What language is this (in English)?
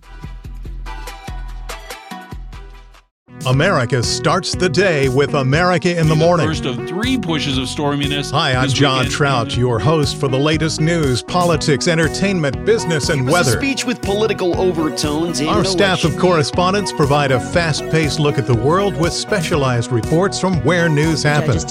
English